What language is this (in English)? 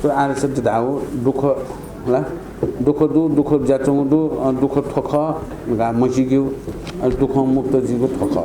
Newari